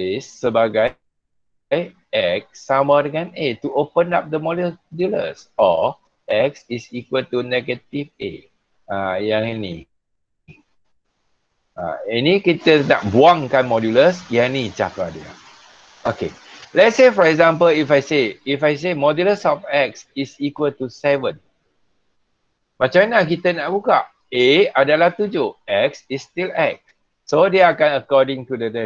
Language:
Malay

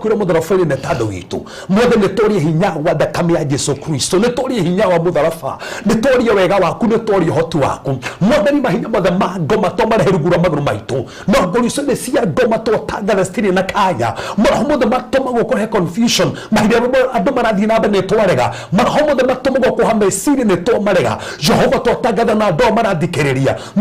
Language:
Kikuyu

